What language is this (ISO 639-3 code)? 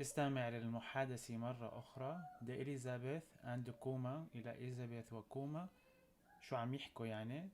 apc